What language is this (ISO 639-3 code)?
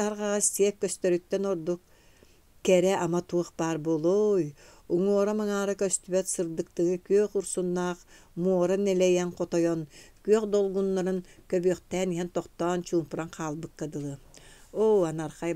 sah